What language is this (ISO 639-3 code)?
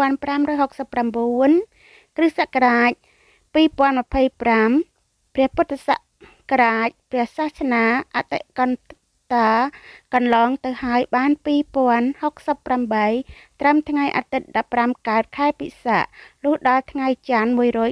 khm